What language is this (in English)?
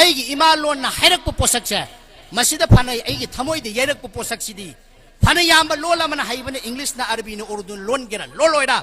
Manipuri